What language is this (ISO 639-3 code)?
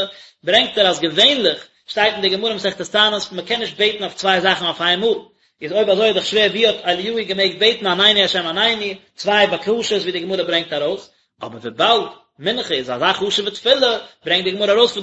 yid